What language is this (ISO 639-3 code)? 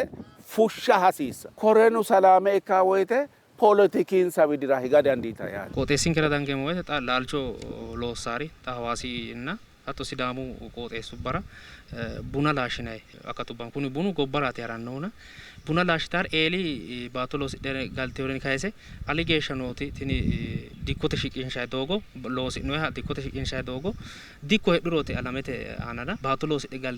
sid